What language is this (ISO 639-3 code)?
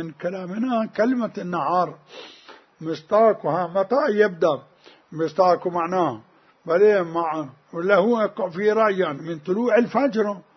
acm